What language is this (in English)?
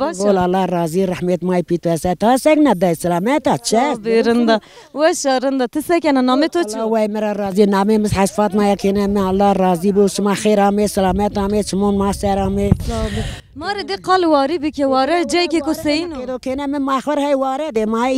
Zaza